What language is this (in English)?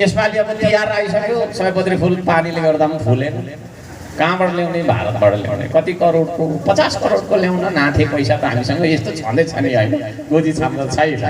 Nepali